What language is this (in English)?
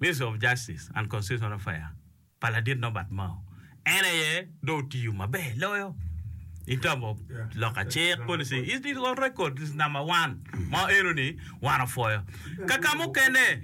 Acoli